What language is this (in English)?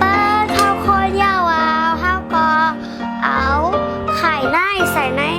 Shan